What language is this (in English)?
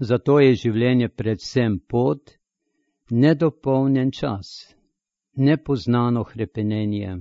Slovenian